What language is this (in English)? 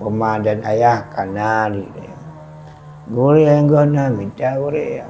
Achinese